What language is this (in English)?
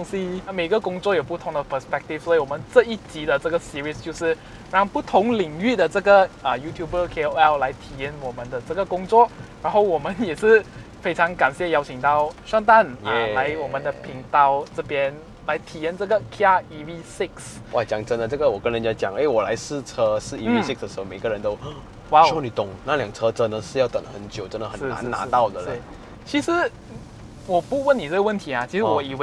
Chinese